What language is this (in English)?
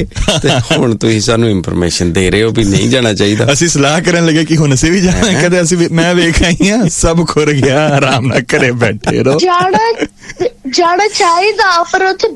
Punjabi